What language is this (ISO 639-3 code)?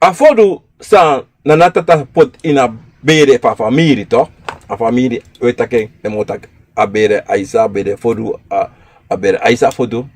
srn